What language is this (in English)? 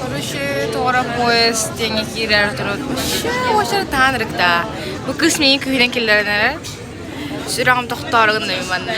Yakut